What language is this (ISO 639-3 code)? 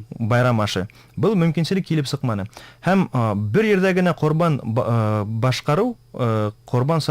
bak